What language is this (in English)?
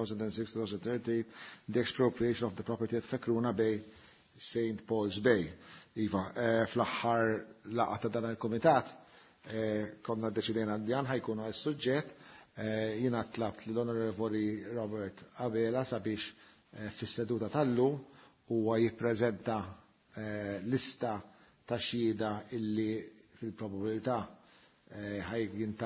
Maltese